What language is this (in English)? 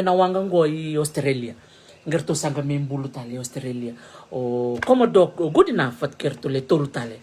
Fijian